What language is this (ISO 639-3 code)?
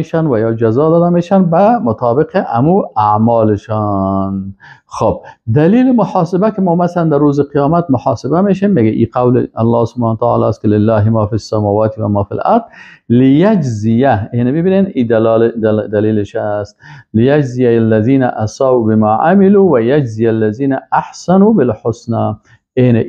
fas